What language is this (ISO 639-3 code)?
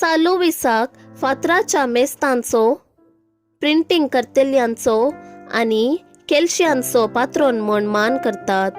kok